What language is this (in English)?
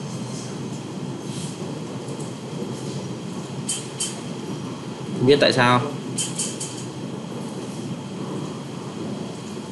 Vietnamese